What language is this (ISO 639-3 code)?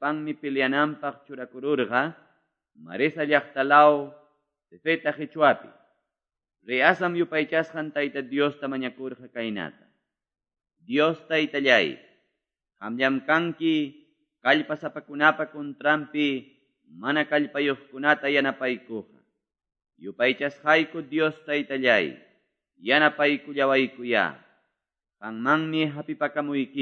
que